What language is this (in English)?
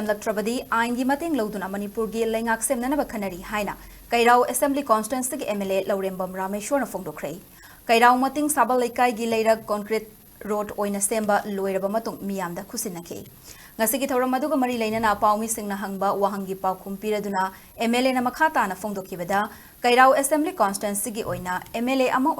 Manipuri